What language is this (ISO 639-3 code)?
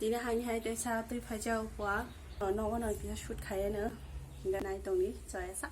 trp